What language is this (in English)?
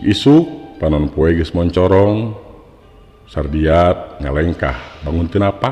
Sundanese